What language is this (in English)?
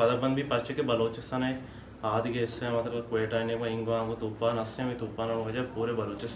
Baluchi